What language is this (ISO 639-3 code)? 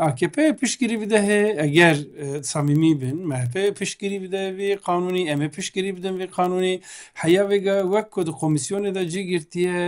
kur